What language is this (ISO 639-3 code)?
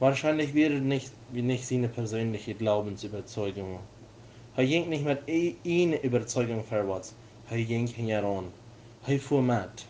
pdt